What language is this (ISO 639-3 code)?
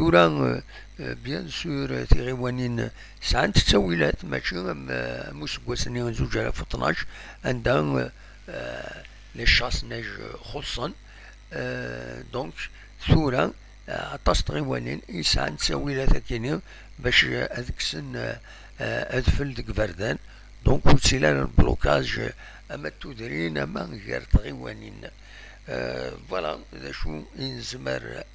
kab